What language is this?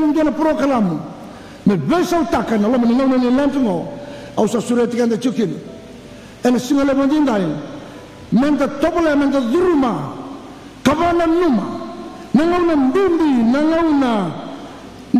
Fijian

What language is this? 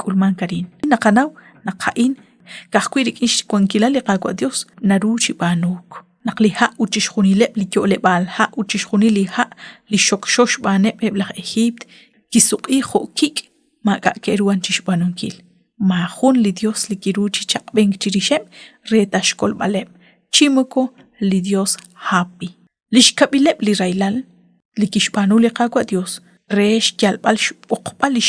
Kekchí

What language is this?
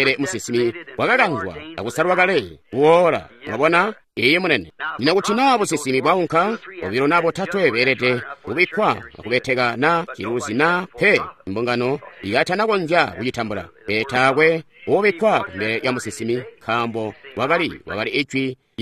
Tonga (Zambia)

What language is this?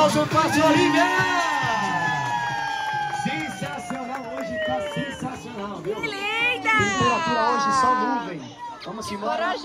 Portuguese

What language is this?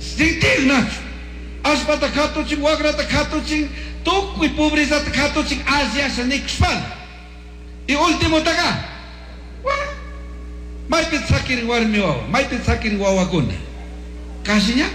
Chimborazo Highland Quichua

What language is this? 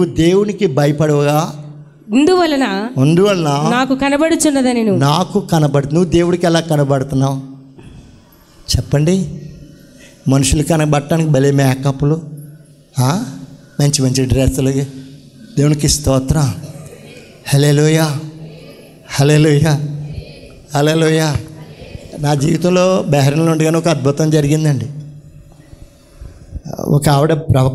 Telugu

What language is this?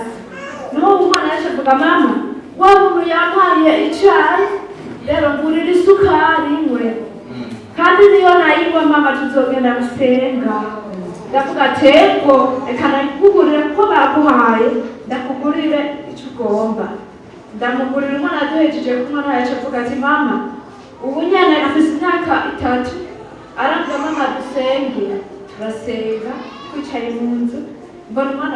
Rundi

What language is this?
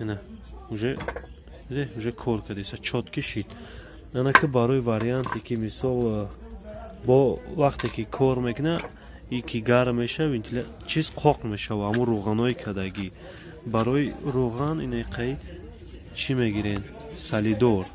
Tajik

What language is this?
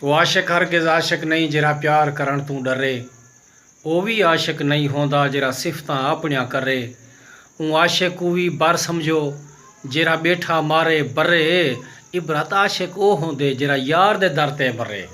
Saraiki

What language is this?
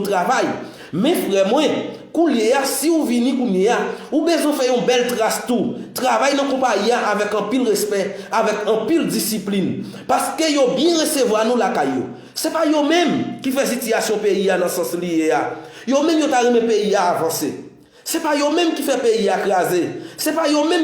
Haitian Creole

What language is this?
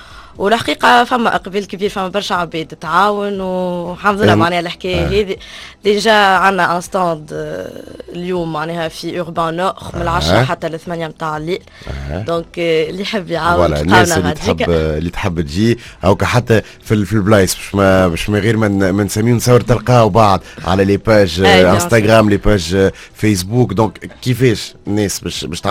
Tunisian Arabic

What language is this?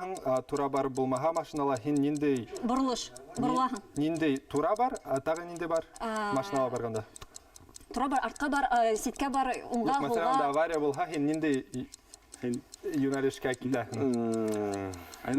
Bashkir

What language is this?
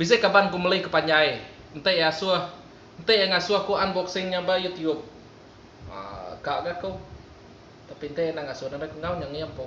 Iban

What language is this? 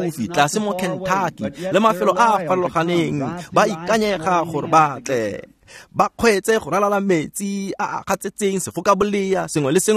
Tswana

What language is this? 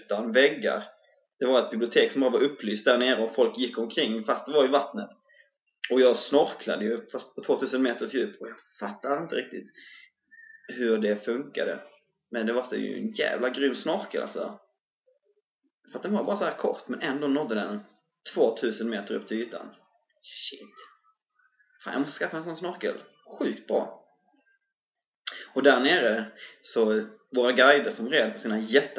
Swedish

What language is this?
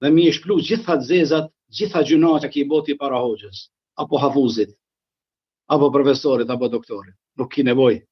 Albanian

